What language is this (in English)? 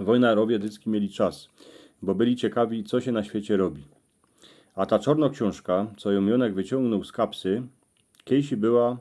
Silesian